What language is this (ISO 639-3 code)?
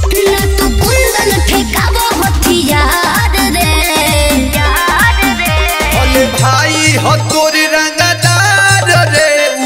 bho